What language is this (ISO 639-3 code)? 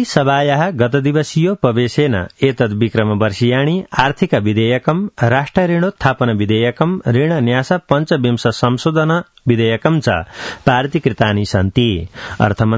san